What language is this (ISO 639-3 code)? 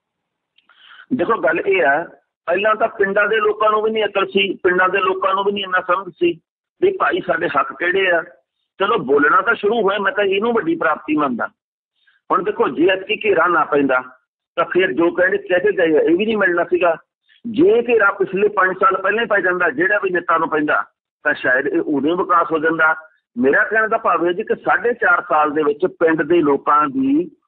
pan